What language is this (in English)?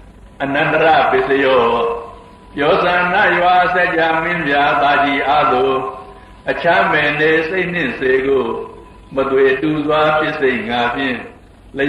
Burmese